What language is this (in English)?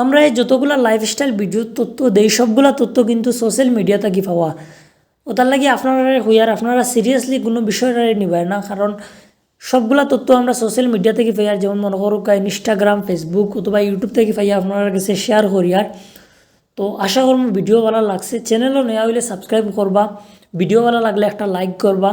Sylheti